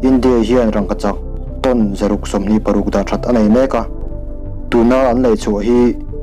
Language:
Mizo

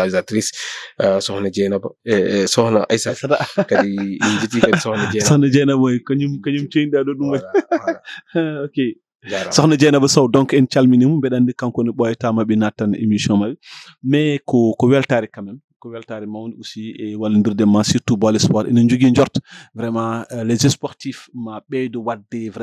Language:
Fula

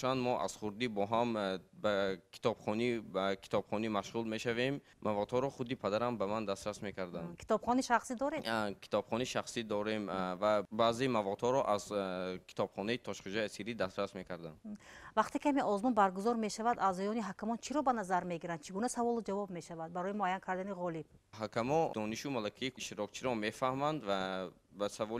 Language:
Tajik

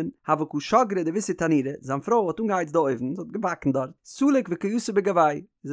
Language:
Yiddish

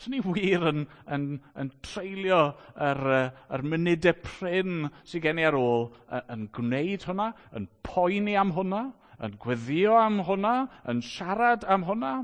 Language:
Welsh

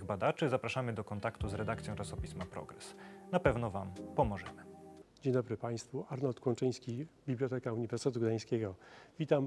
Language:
Polish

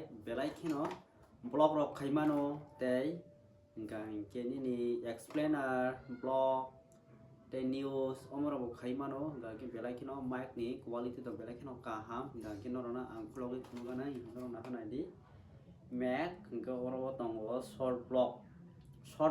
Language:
Kok Borok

